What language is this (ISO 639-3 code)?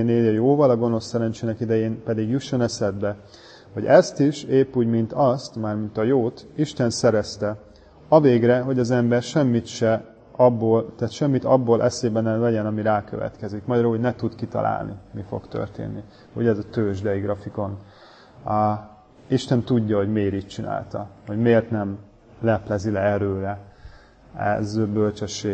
hun